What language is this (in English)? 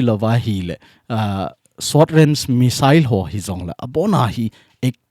Thado Chin